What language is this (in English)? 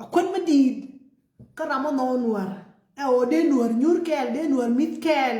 Nuer